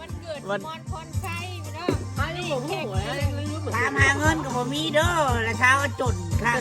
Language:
Northeastern Thai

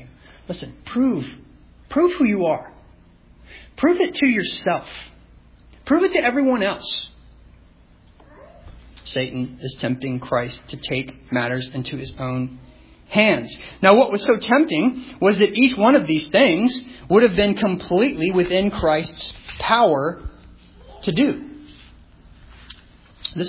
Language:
English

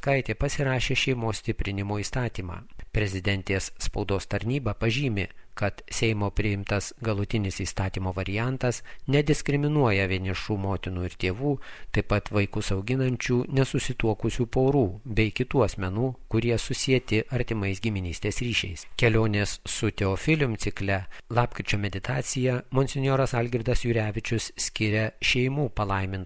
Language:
Lithuanian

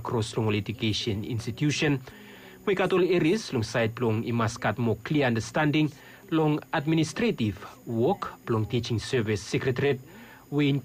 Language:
Bislama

